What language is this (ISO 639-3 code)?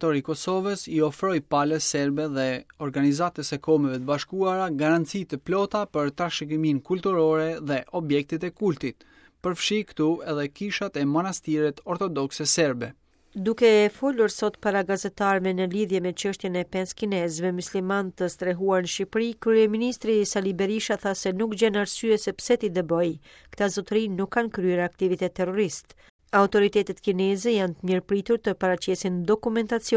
sqi